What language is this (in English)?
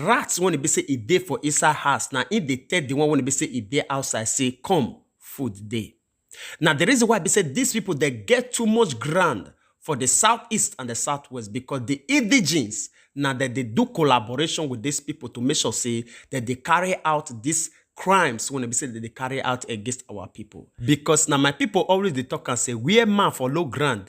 Nigerian Pidgin